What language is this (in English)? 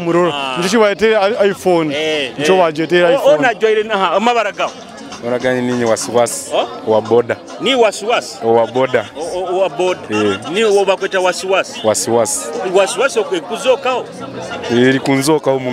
Nyoro